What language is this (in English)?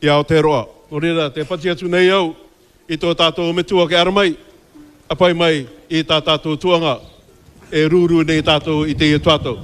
Māori